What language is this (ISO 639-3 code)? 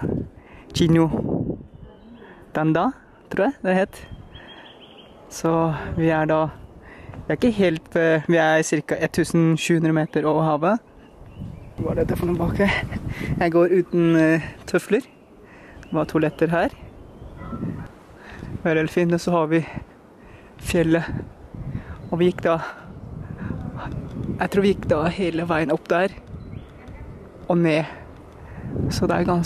nor